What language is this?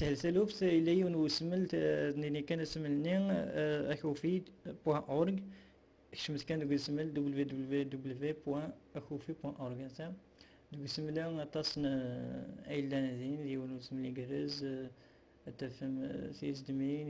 Kabyle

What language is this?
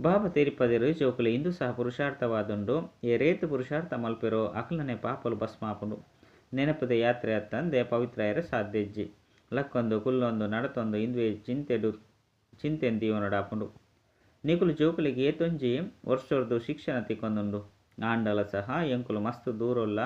Tulu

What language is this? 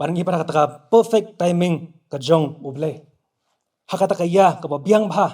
Khasi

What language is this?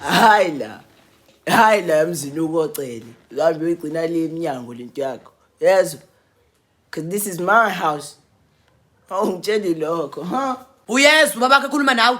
Zulu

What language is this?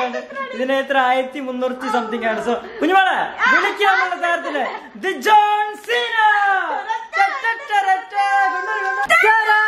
Malayalam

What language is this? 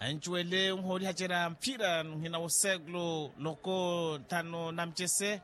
Makhuwa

